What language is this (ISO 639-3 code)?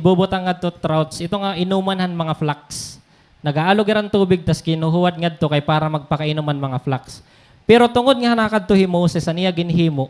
war